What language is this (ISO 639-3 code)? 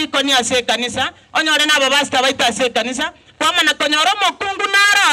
guz